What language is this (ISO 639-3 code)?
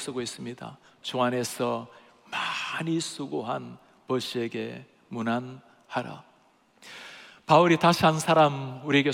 kor